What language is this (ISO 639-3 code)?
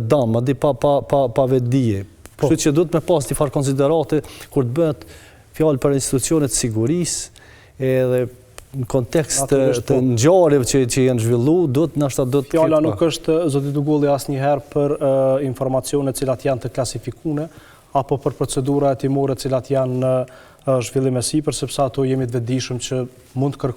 sqi